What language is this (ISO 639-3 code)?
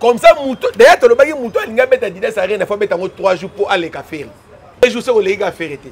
lin